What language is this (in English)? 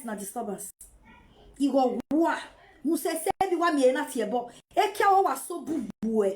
Nigerian Pidgin